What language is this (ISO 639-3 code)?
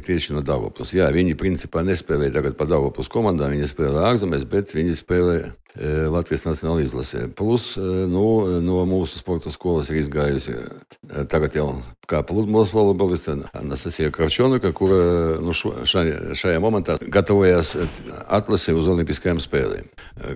lav